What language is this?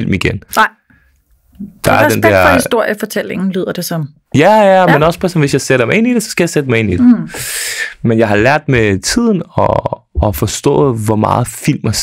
Danish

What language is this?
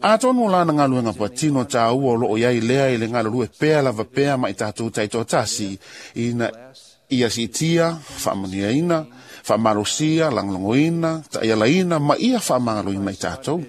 Samoan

